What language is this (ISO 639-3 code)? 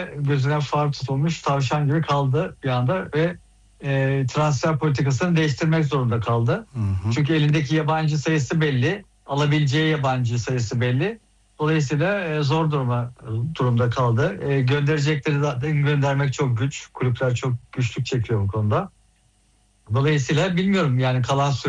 tur